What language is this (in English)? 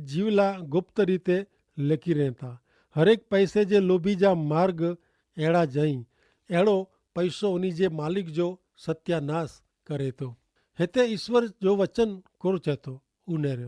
Kachhi